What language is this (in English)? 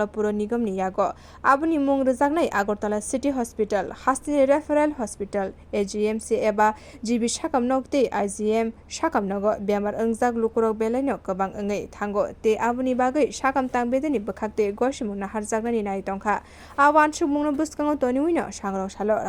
Kok Borok